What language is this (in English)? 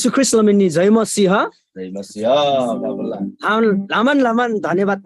Eastern Tamang